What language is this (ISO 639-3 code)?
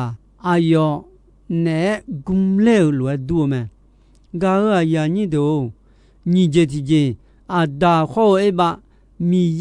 ahk